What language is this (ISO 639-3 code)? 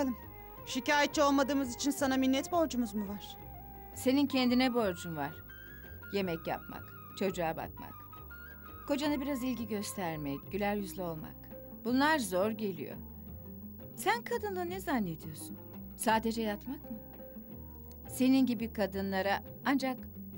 tur